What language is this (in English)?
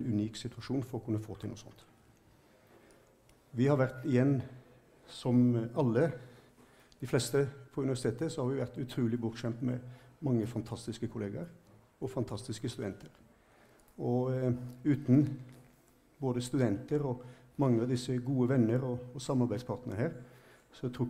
Norwegian